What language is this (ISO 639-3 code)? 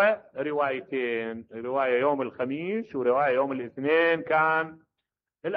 acm